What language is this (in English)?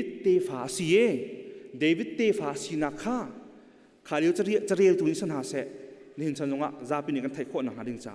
Hakha Chin